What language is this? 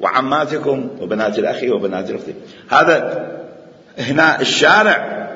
Mesopotamian Arabic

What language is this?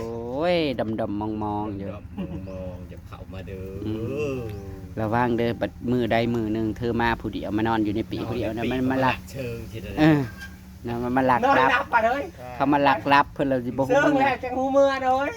Northeastern Thai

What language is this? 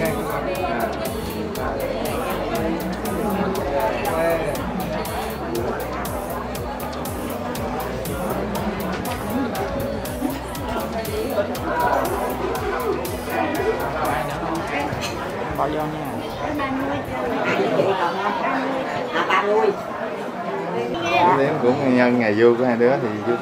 Vietnamese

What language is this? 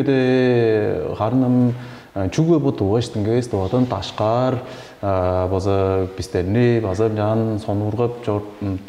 Tuvinian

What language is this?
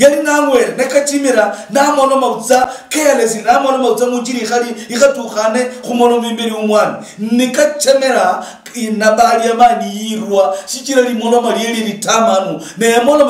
Luyia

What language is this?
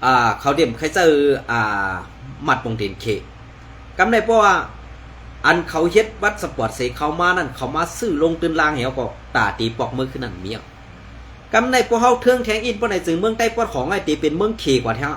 Shan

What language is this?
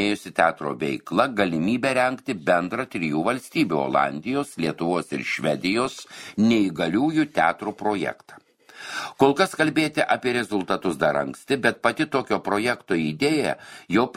Lithuanian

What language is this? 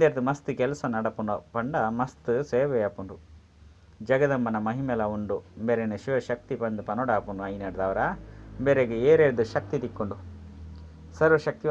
Tulu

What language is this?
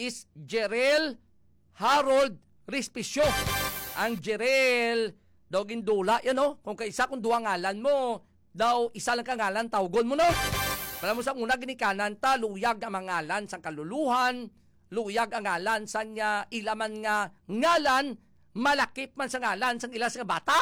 Hiligaynon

